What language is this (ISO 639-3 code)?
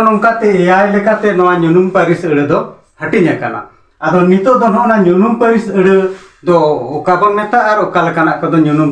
sat